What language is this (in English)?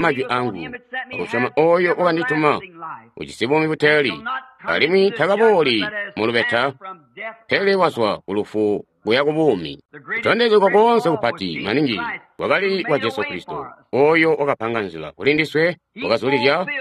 Tonga (Zambia)